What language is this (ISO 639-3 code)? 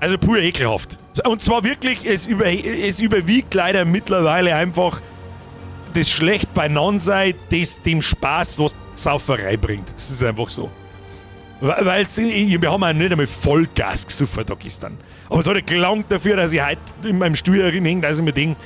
bar